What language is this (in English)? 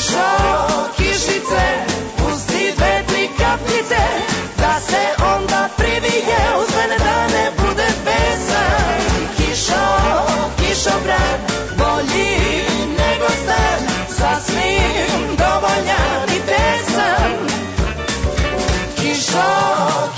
Serbian